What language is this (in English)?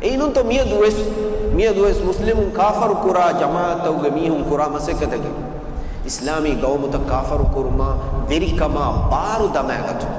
Divehi